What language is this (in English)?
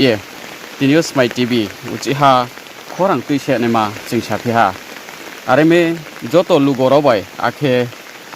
Riang (India)